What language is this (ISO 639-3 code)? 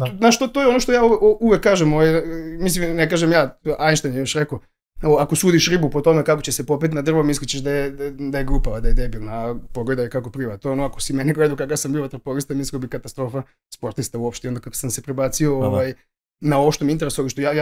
srp